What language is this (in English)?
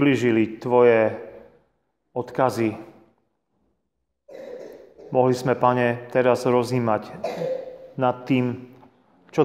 Slovak